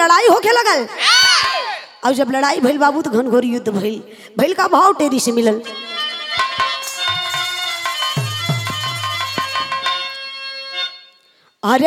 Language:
Bhojpuri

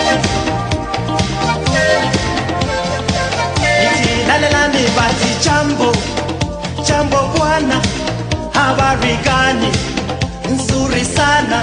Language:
Estonian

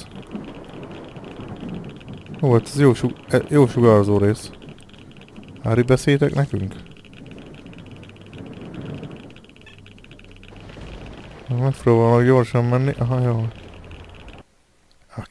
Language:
Hungarian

